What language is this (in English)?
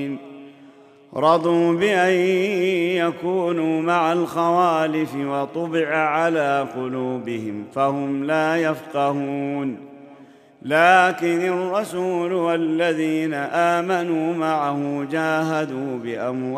Arabic